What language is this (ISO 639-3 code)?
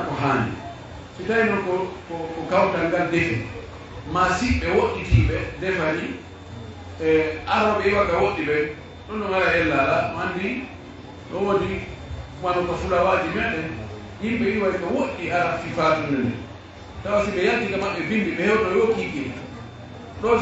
ful